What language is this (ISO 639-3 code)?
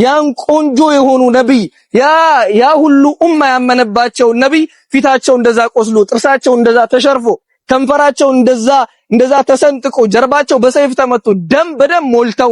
amh